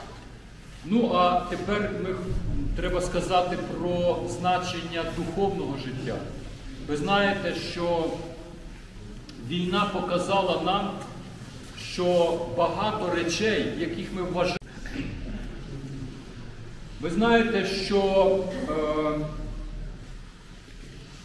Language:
Ukrainian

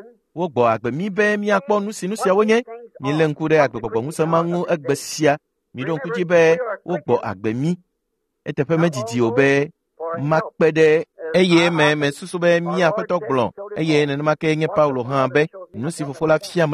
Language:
Ewe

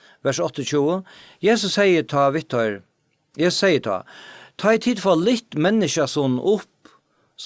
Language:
Faroese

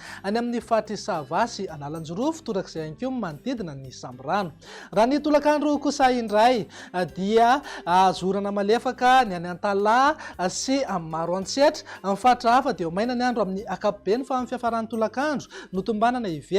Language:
Malagasy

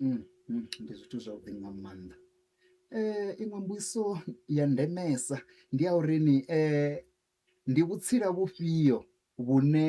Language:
Venda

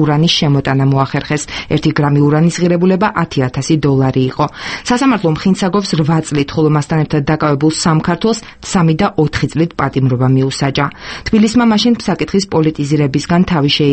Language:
Georgian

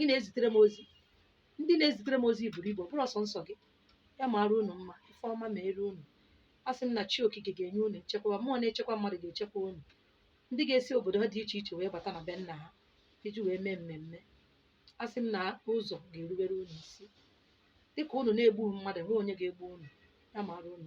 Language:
Igbo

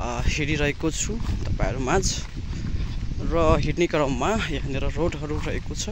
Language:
Nepali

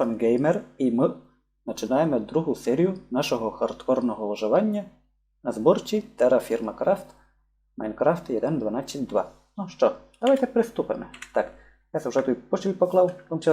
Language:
Rusyn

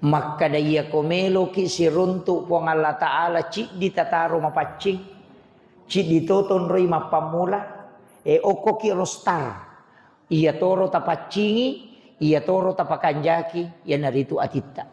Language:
Buginese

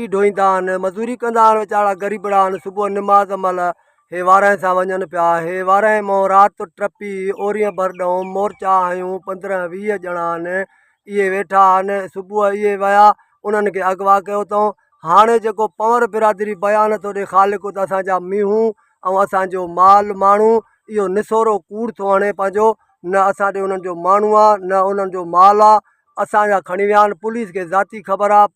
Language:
Sindhi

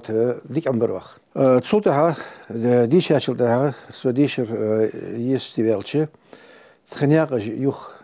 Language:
Ingush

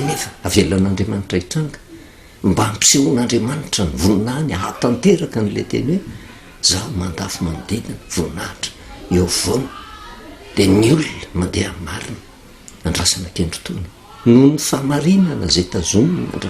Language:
Malagasy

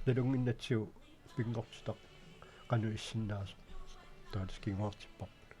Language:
Kalaallisut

